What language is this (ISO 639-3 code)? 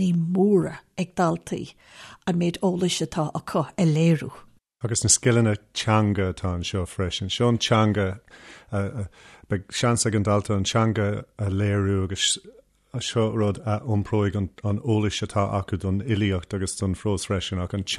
gle